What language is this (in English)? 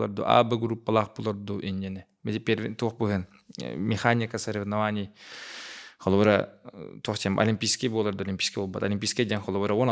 Yakut